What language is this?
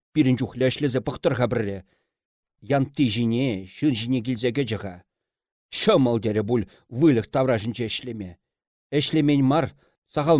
Chuvash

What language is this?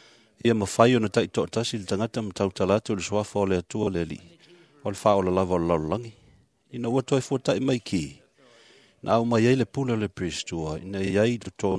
Samoan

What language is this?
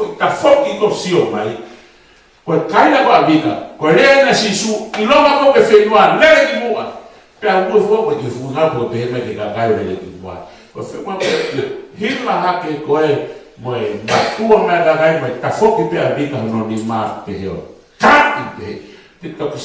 Tongan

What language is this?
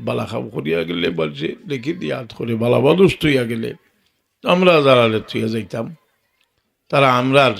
Sylheti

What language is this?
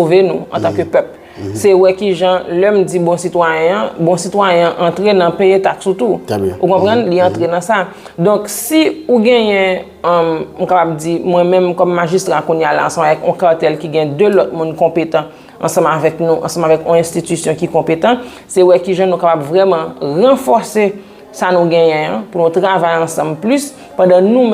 Haitian Creole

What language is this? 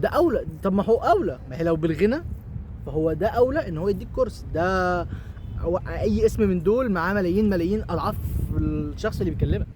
Egyptian Arabic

